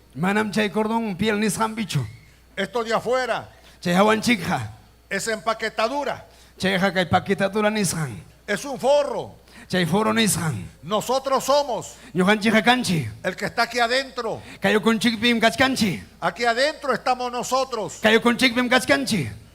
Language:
Ayacucho Quechua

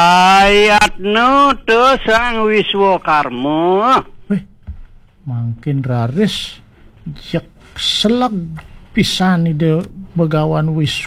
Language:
Balinese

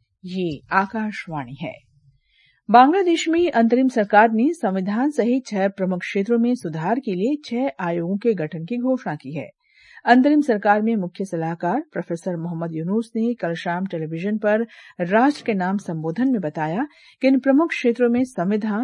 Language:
Hindi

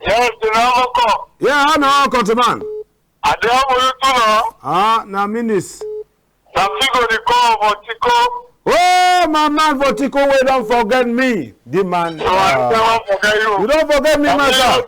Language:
Cameroon Pidgin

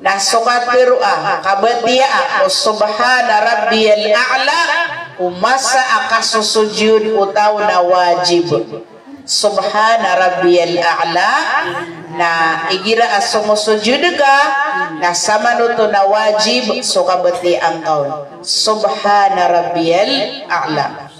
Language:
Maranao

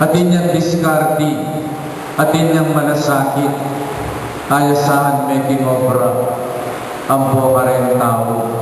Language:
Pampanga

